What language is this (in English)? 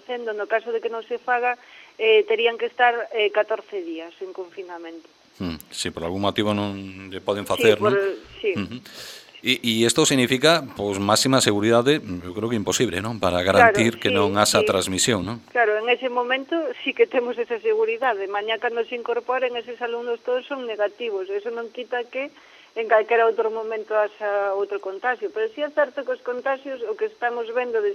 Galician